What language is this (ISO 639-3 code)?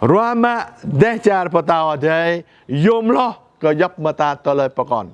jra